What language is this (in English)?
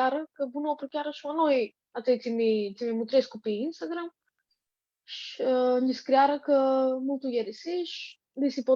Aromanian